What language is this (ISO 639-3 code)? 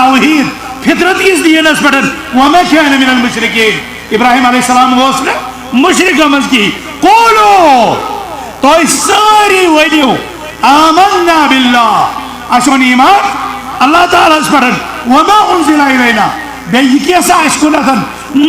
kas